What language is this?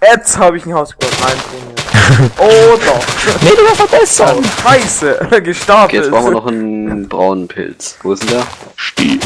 Bavarian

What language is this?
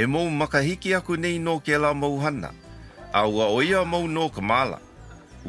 Hawaiian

